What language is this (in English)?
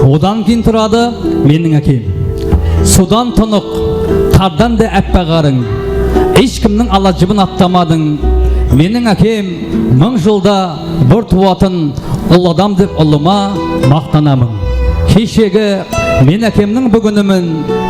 Kara-Kalpak